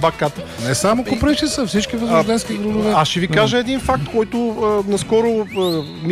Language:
Bulgarian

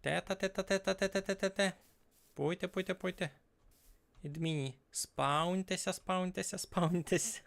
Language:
Rusyn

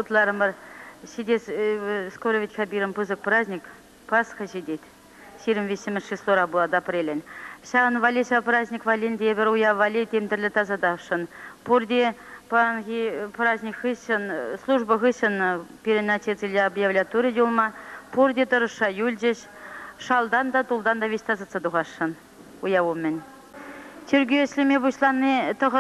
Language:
Chuvash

